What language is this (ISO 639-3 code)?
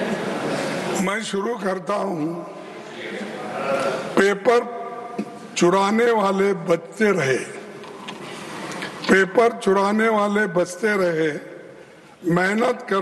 hin